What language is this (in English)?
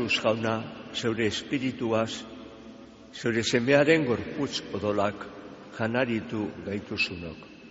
Basque